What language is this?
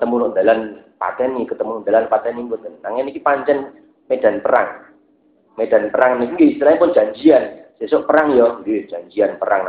Javanese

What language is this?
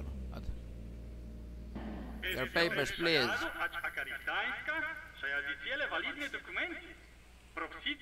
Greek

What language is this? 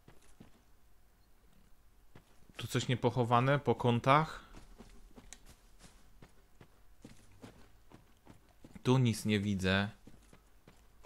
Polish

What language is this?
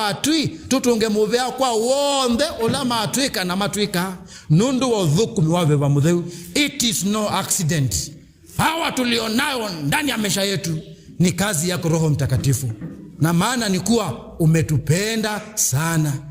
Kamba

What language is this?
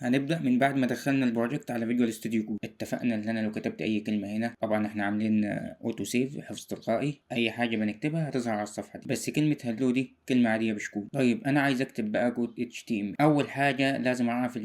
Egyptian Arabic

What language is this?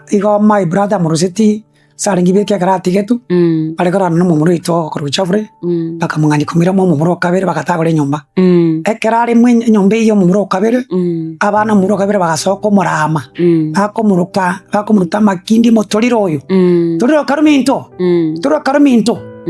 Gusii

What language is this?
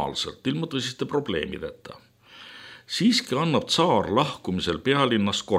Estonian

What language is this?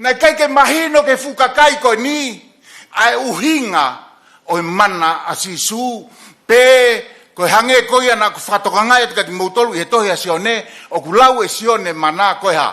Tongan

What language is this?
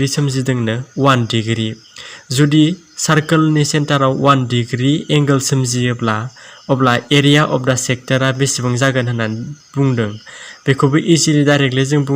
Bodo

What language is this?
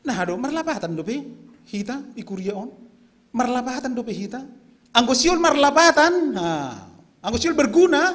Batak Simalungun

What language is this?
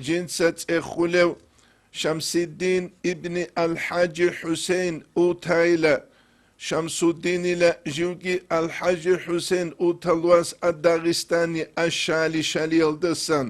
Avaric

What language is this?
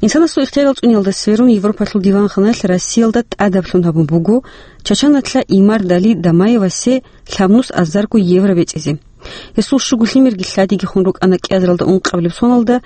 Avaric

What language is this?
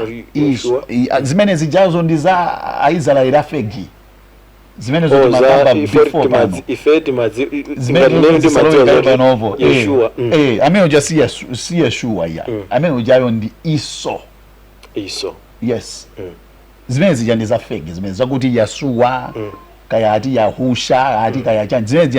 Nyanja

